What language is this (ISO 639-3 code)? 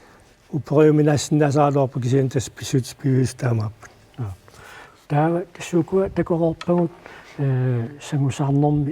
kal